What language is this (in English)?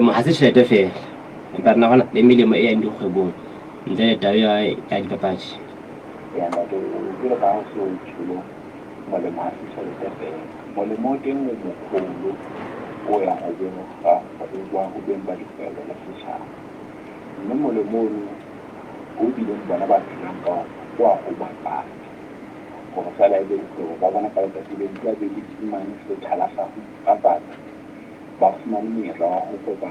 Southern Sotho